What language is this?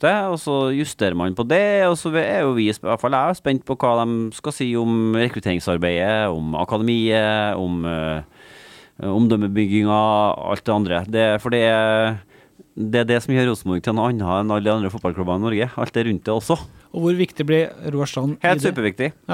Norwegian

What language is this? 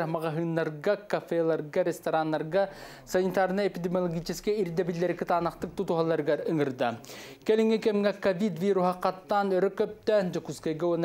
Yakut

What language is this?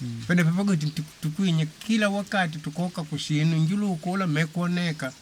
Makonde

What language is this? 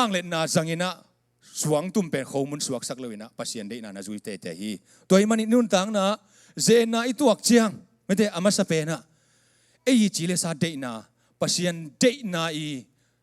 Tedim Chin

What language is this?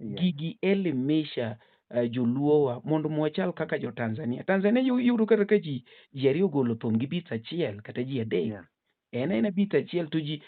Luo (Kenya and Tanzania)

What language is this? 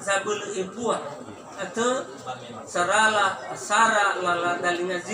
Nias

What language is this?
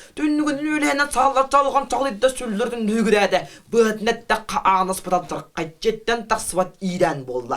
Yakut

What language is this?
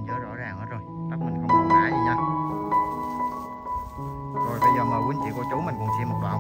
Vietnamese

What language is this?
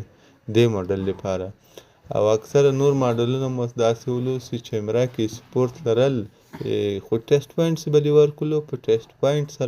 Pashto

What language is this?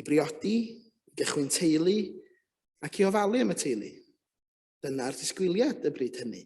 Welsh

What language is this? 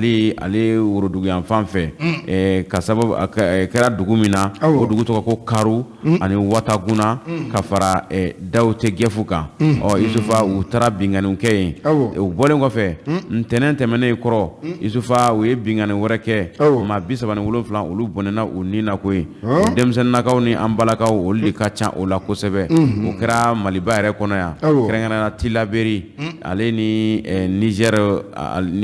Bambara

